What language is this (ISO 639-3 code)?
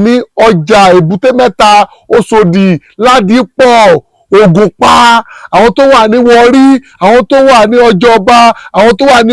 yor